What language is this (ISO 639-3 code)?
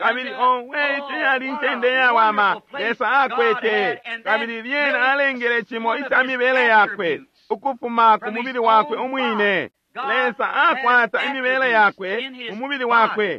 bem